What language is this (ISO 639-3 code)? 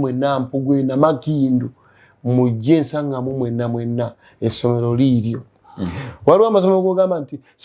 lug